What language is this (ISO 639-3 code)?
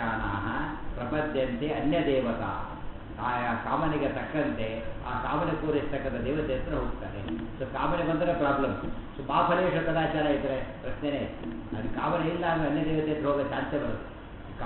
kan